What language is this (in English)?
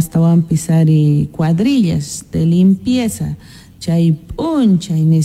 Quechua